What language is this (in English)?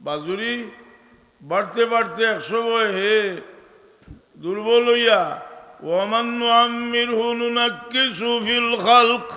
Sylheti